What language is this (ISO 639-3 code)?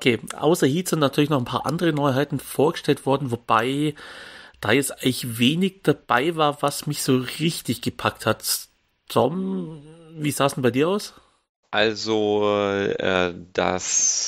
deu